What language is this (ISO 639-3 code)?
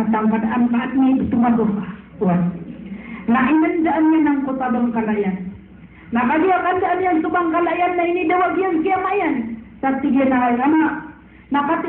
mrw